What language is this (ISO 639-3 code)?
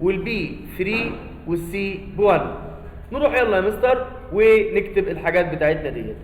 arz